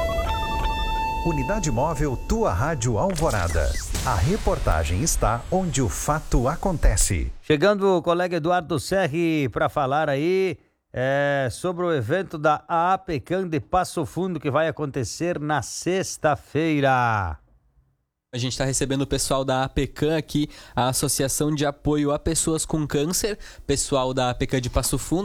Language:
Portuguese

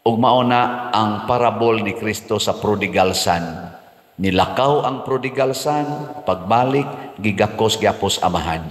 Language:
Cebuano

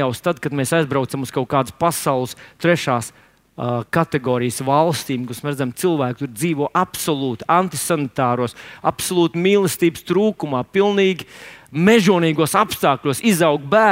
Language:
Latvian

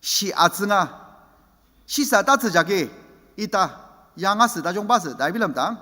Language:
Ao Naga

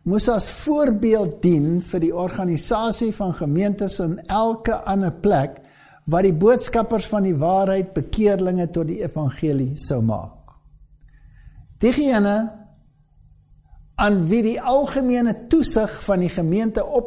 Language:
Afrikaans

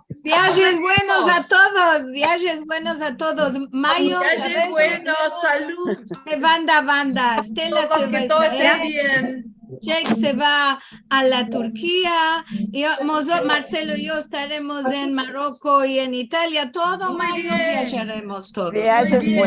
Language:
Ladino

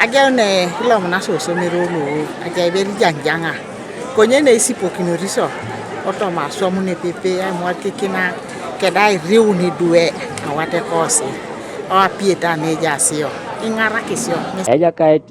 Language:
Teso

